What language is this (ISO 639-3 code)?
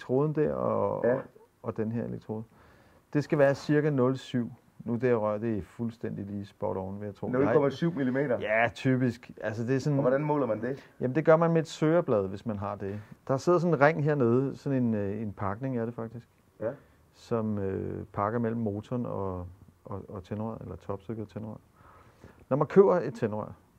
dan